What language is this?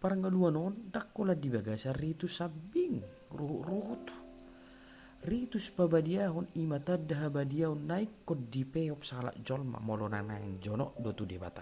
Batak Toba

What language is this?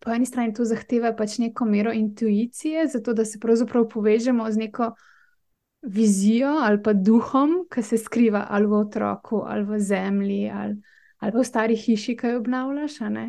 Slovenian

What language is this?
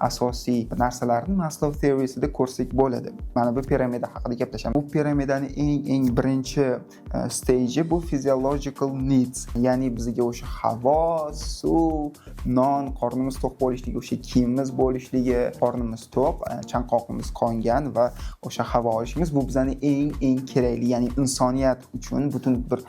Uzbek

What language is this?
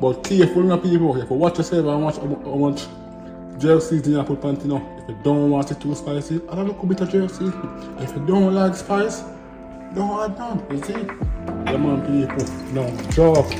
Jamaican Creole English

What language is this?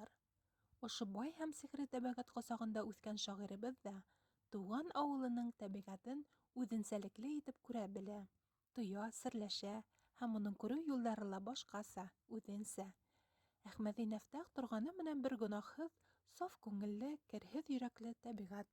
Bashkir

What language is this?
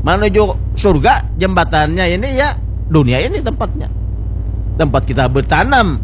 Banjar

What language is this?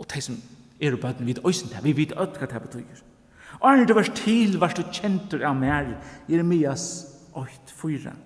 Faroese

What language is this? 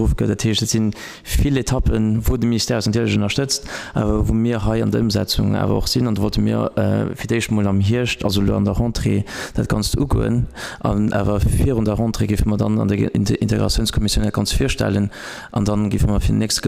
Luxembourgish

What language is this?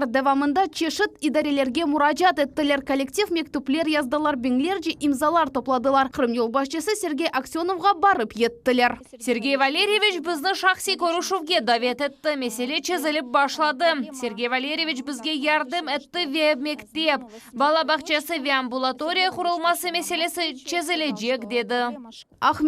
Crimean Tatar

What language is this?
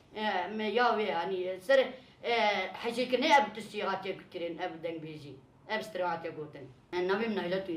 Kurdish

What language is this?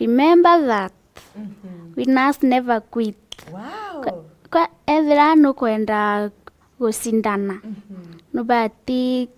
Meru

